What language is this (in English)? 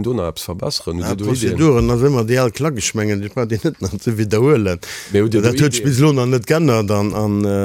Luxembourgish